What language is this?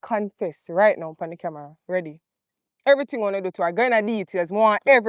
Jamaican Creole English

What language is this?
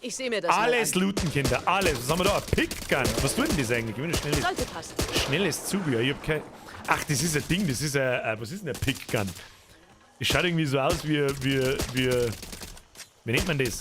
Bavarian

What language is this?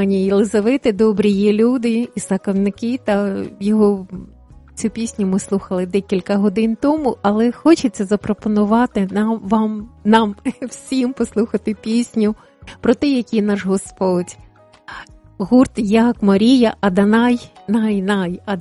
Ukrainian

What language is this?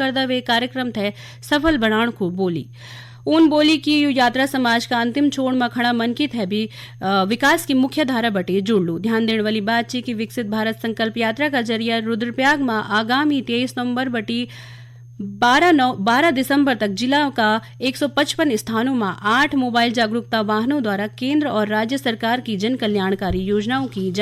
Garhwali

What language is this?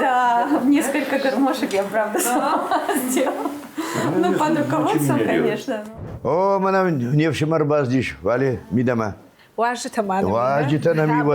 Ossetic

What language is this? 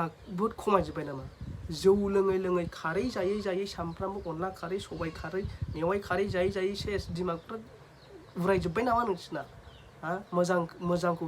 Bodo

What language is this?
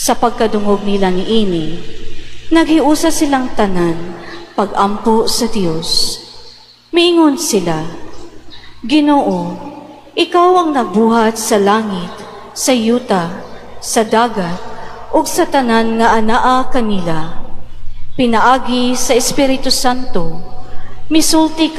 Cebuano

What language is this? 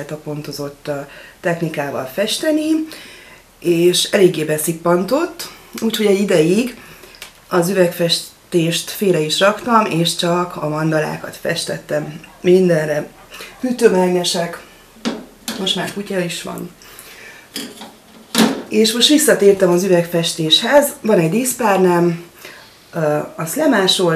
Hungarian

